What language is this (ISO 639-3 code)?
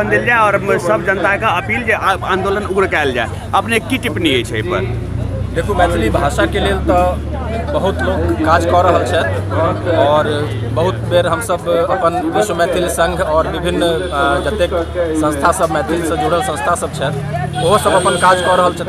mai